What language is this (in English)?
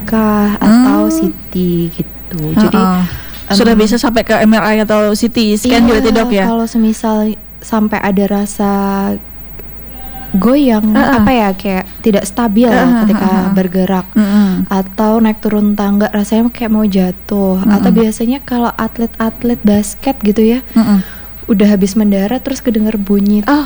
Indonesian